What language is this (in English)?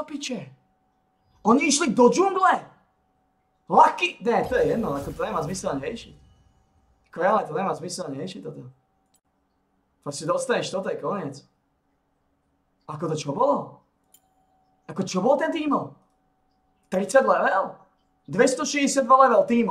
Slovak